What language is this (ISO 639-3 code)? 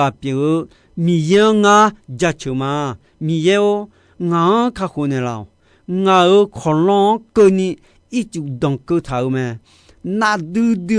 ahk